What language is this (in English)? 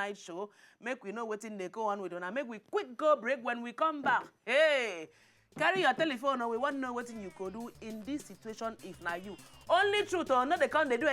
Nigerian Pidgin